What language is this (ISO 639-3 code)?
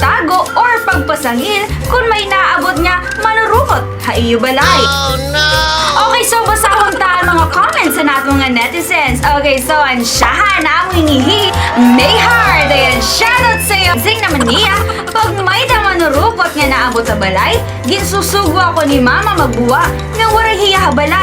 war